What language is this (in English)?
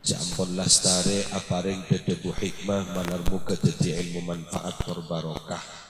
Madurese